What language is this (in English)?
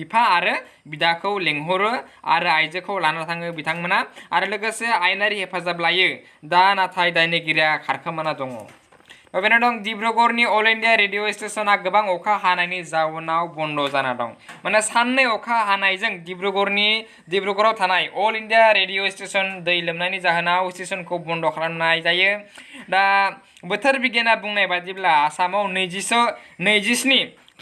Bodo